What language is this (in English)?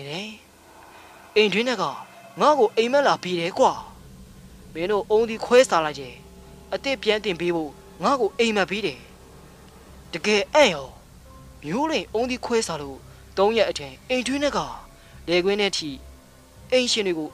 Burmese